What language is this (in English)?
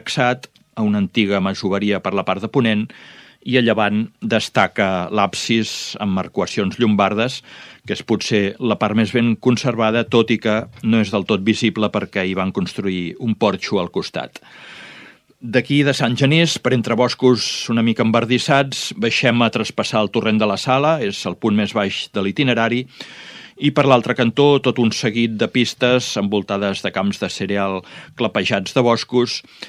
Catalan